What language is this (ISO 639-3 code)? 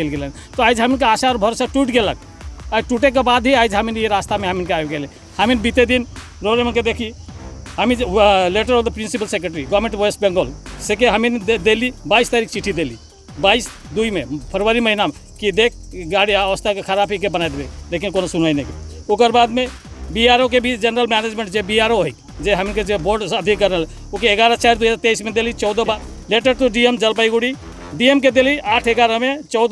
sck